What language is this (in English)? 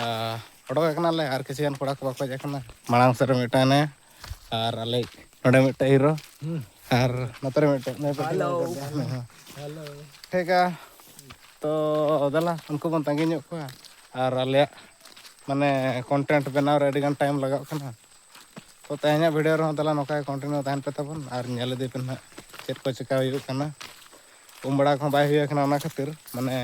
Santali